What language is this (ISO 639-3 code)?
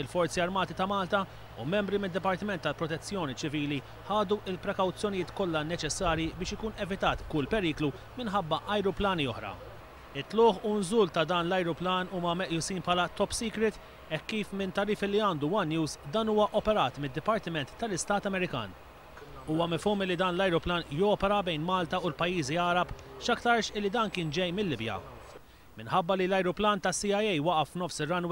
mlt